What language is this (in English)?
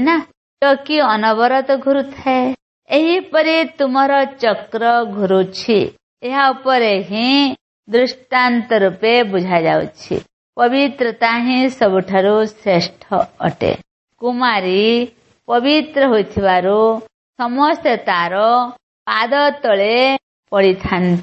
Odia